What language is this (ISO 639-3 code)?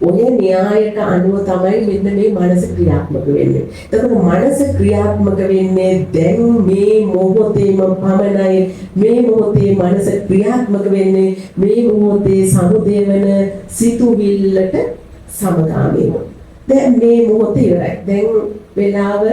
sin